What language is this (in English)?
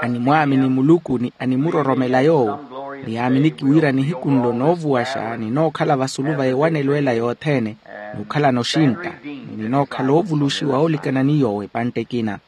Makhuwa